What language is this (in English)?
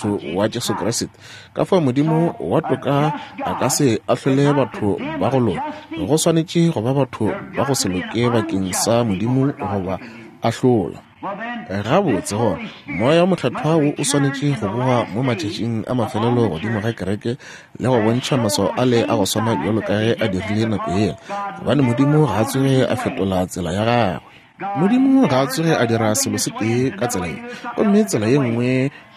Northern Sotho